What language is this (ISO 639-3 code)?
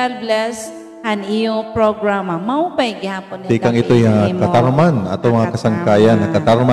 war